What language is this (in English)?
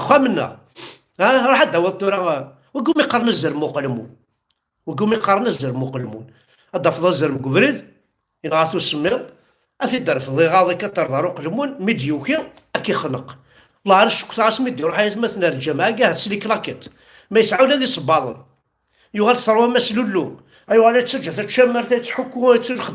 Kabyle